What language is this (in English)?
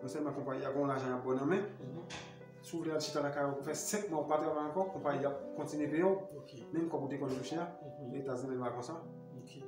Haitian Creole